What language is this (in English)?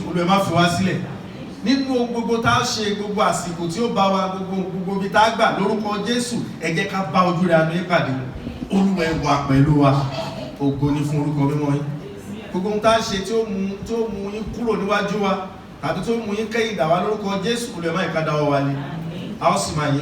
Yoruba